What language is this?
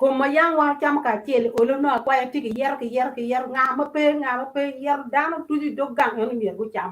Acoli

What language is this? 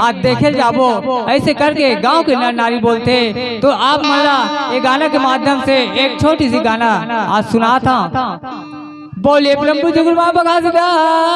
Chhattisgarhi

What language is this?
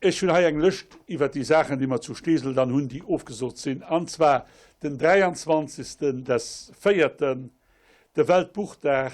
Luxembourgish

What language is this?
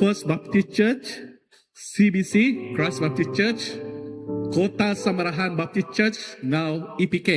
Iban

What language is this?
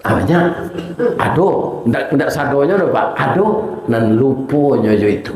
Minangkabau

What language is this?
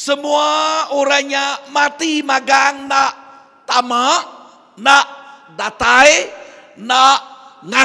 Iban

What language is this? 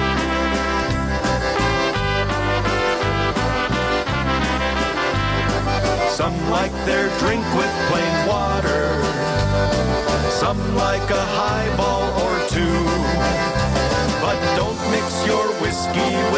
English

